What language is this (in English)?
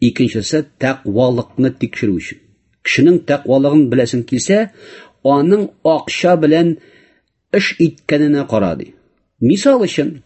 Tatar